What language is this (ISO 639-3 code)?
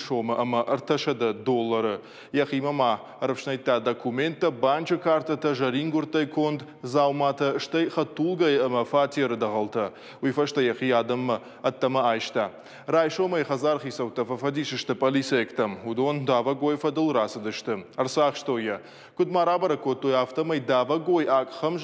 oss